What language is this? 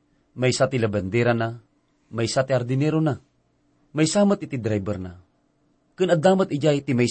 Iloko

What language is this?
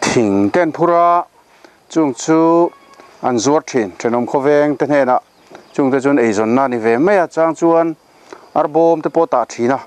Mizo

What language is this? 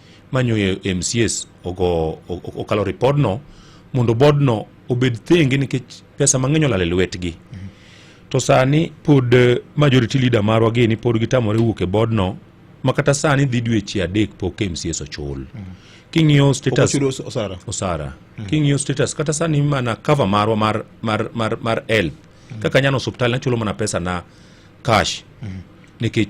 Luo (Kenya and Tanzania)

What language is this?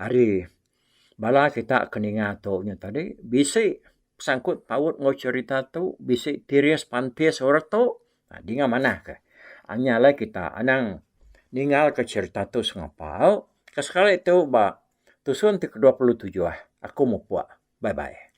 Iban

